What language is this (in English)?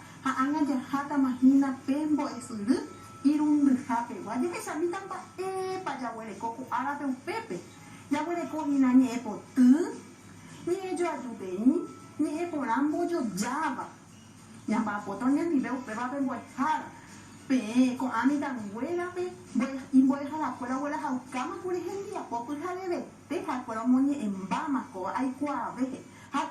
Guarani